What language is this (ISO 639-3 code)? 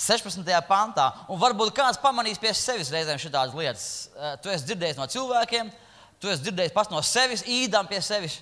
lav